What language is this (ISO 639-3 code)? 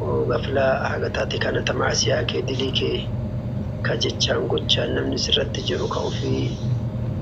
orm